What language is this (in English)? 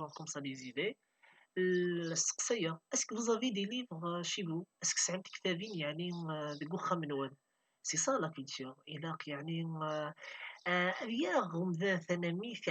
Kabyle